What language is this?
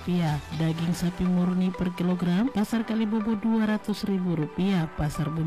Indonesian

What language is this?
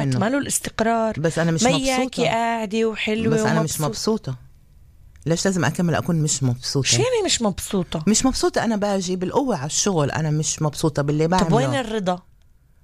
North Levantine Arabic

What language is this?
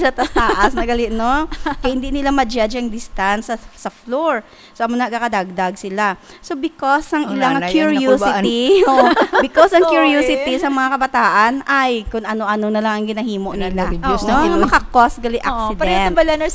Hiligaynon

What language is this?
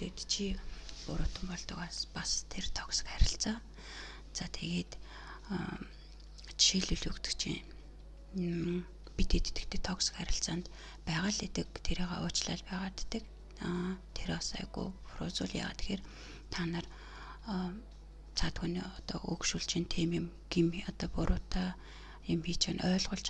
Mongolian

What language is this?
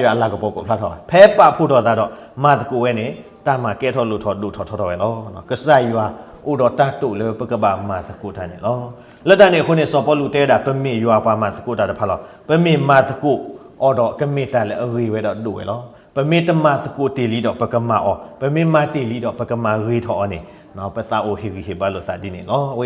S'gaw Karen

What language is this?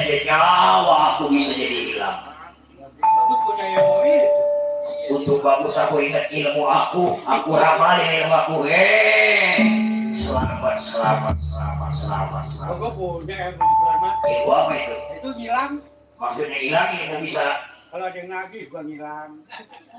Betawi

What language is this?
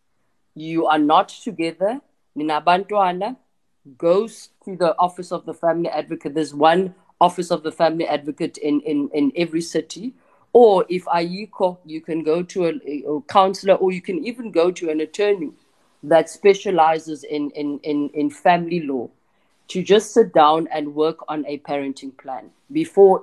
Xhosa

